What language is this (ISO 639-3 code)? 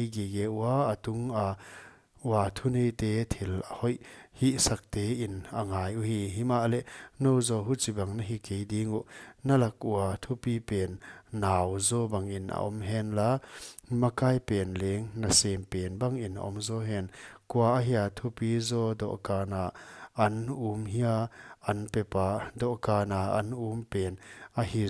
pck